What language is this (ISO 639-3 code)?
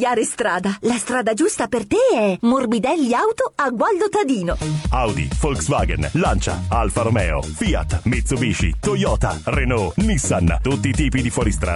ita